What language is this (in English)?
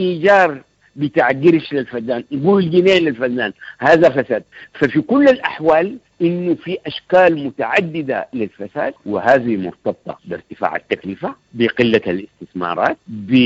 Sudanese Arabic